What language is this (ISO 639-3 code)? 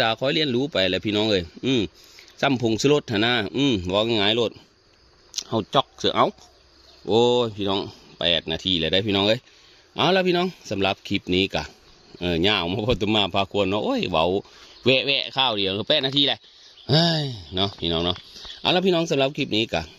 tts